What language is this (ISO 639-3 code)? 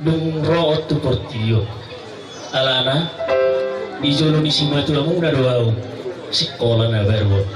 bbc